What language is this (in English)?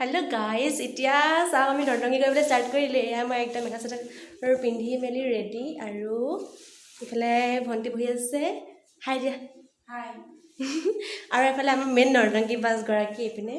Assamese